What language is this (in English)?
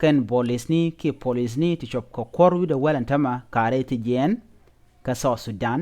Nuer